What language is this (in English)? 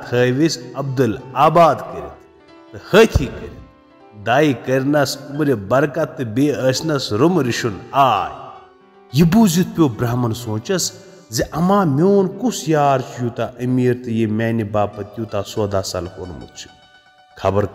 Kashmiri